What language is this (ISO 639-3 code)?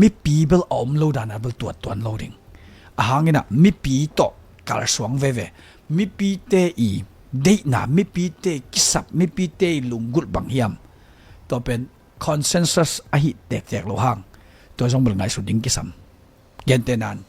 ctd